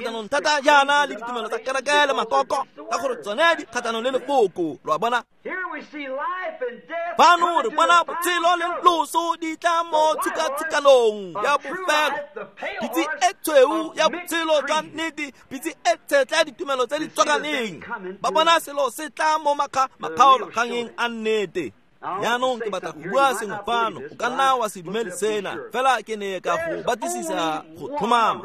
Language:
Tswana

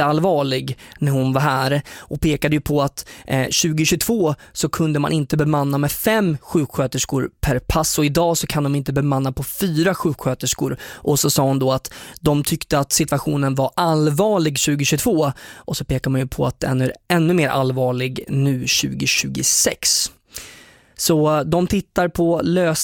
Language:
Swedish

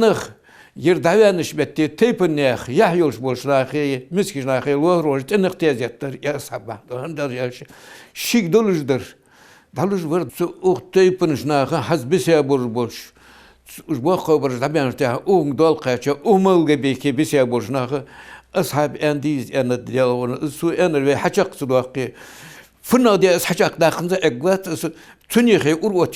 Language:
Ingush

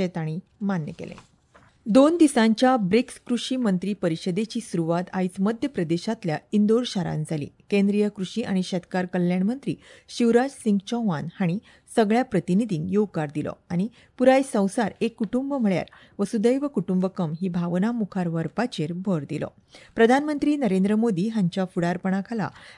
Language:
Konkani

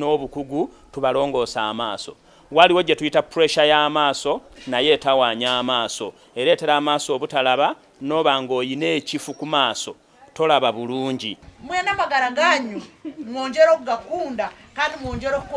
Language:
Nyankole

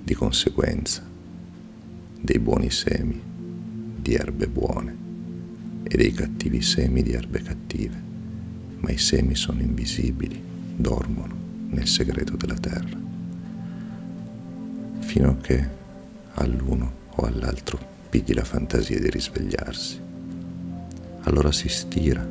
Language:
Italian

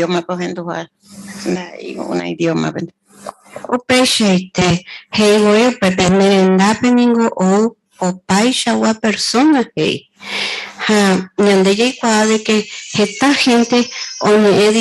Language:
Guarani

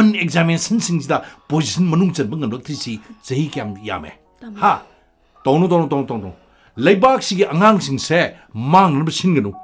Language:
Manipuri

